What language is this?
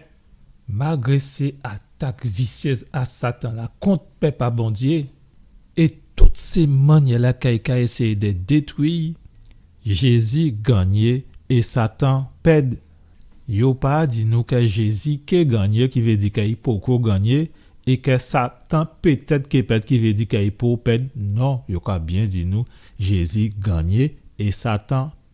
Guadeloupean Creole French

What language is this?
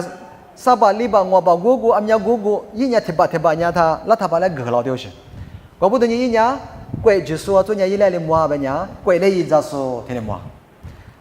Lisu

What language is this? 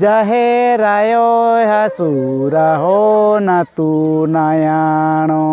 Santali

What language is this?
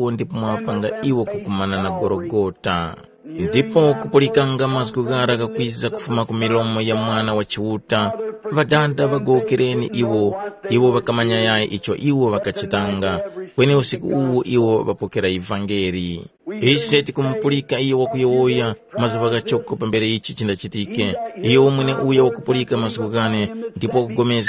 Tumbuka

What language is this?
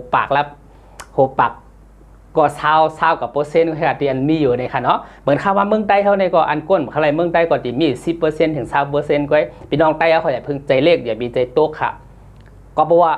Shan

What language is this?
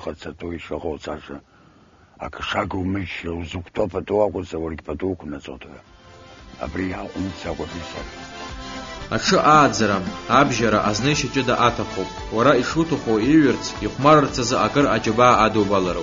Abkhazian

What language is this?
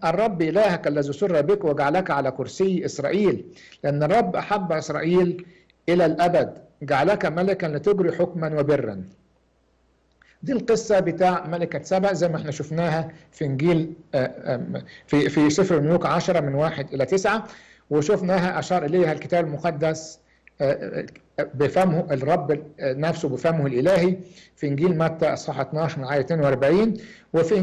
Egyptian Arabic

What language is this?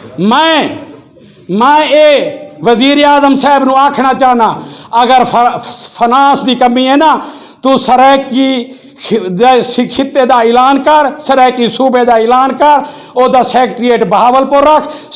Saraiki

